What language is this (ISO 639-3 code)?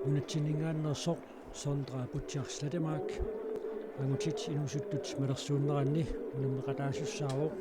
kal